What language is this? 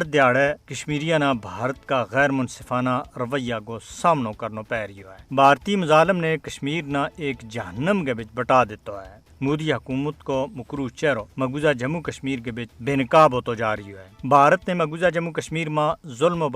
Gujari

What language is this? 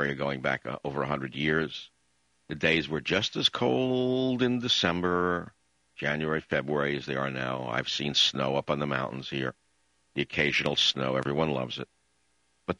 English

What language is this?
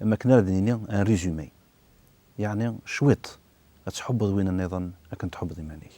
Kabyle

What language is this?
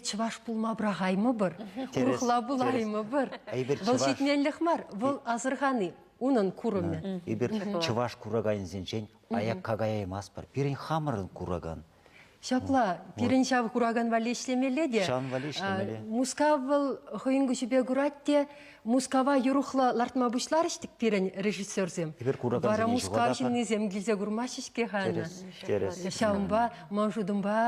Chuvash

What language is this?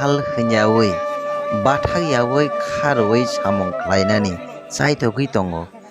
Kok Borok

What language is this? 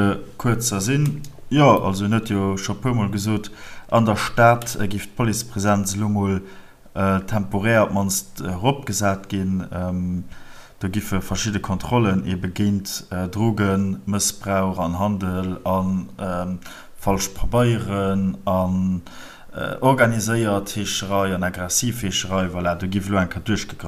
Luxembourgish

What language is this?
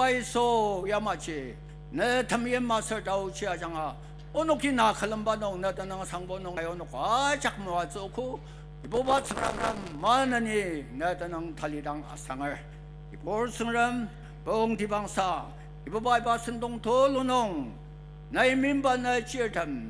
Ao Naga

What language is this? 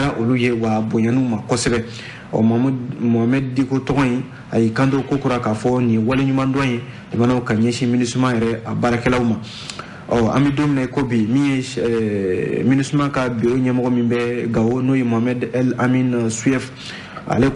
Bambara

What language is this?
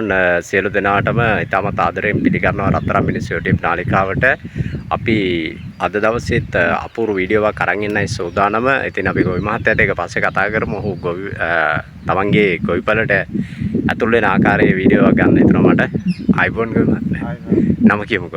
Sinhala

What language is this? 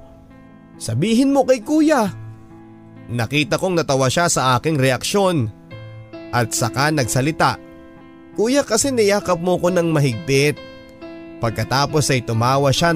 Filipino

